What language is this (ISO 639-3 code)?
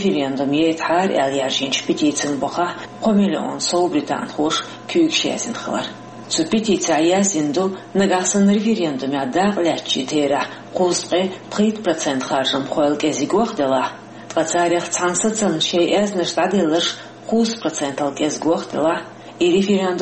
che